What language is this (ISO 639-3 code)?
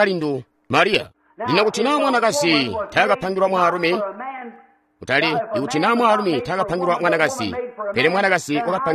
toi